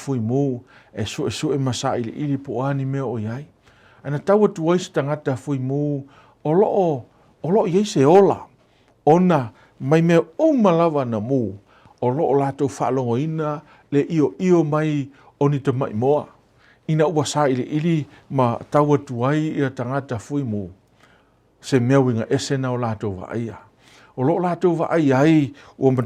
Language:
Samoan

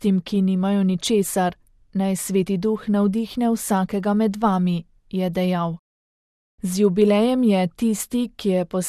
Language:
Slovenian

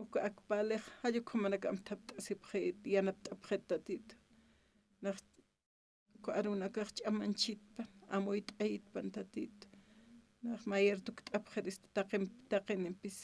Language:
Aymara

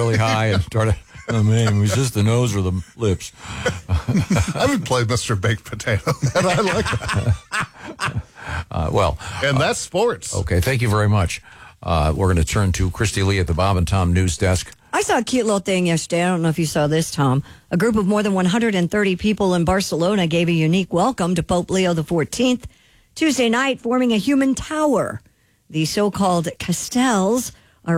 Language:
English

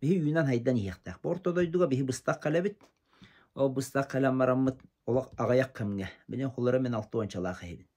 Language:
Yakut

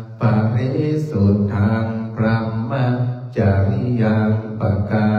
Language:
Pali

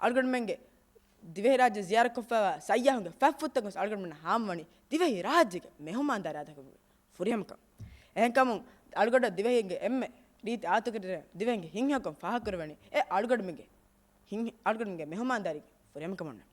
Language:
Divehi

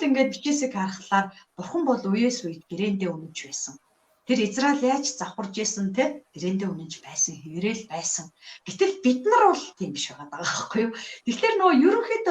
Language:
Mongolian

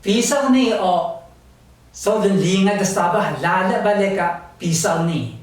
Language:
Taroko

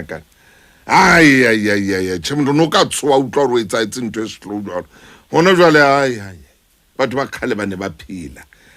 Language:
Southern Sotho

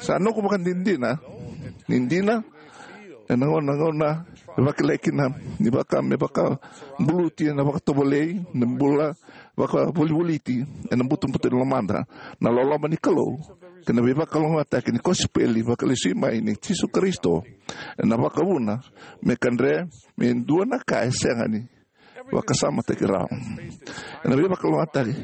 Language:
Fijian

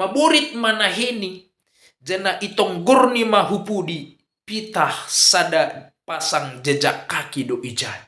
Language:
Batak Simalungun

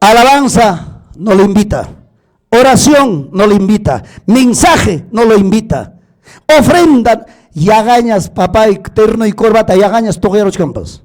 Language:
Ayacucho Quechua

